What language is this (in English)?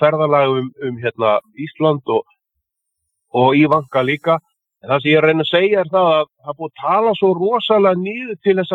Icelandic